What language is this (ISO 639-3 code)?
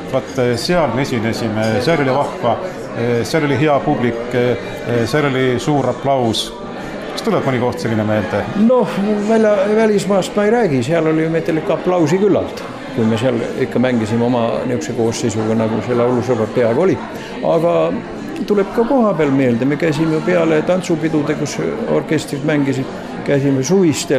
est